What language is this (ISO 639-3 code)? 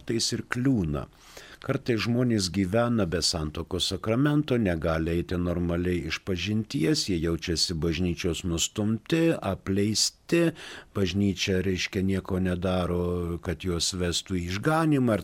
lit